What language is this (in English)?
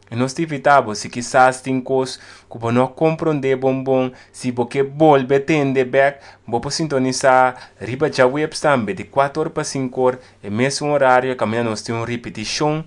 Papiamento